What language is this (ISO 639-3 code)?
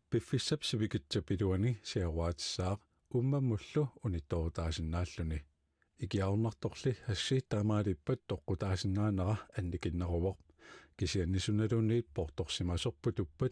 kal